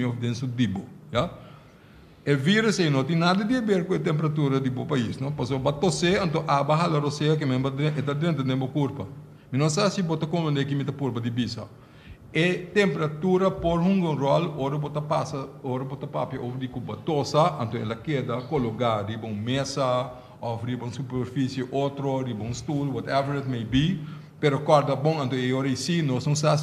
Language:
Papiamento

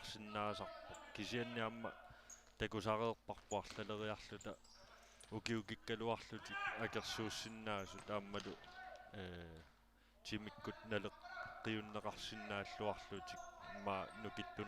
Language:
Kalaallisut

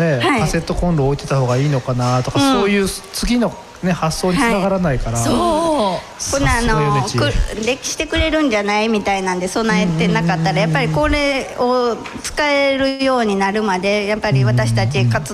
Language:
Japanese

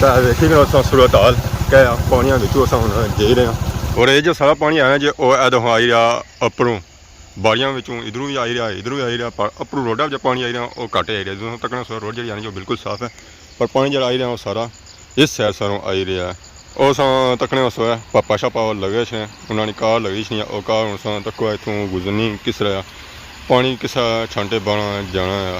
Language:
Pahari-Potwari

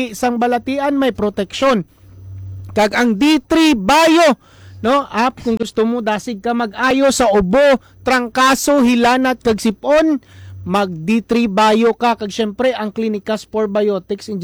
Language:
Hiligaynon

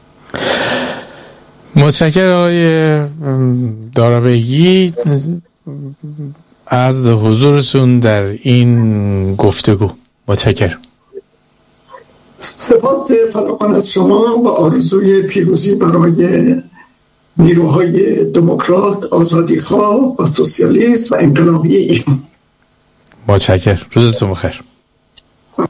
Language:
Persian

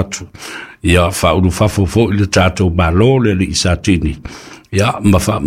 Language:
Samoan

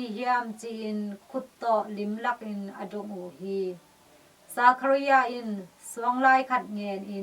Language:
Tedim Chin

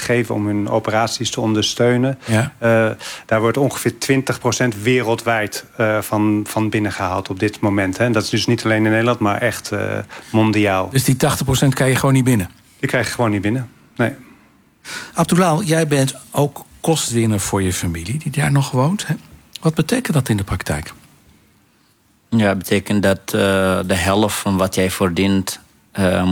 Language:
Dutch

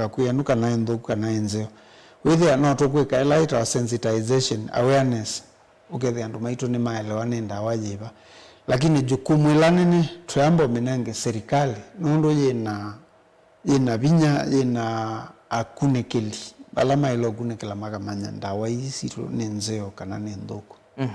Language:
Kamba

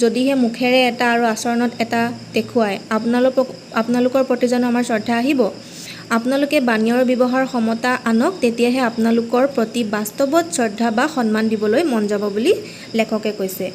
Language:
Assamese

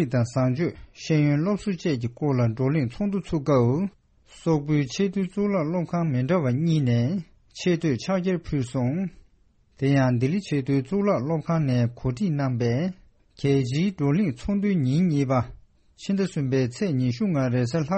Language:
Tibetan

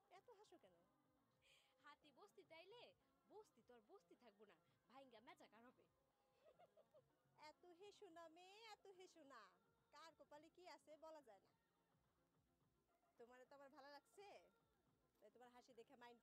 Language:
Bangla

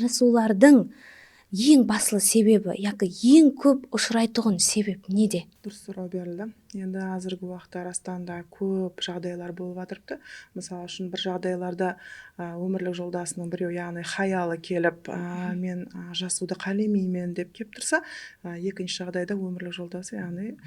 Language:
Kara-Kalpak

